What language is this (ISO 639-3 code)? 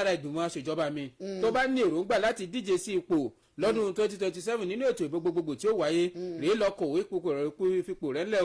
yor